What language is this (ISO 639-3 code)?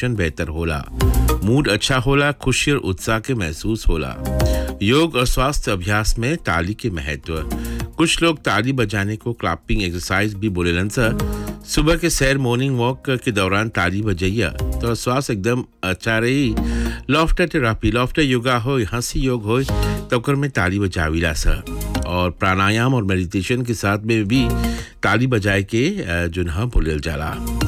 bho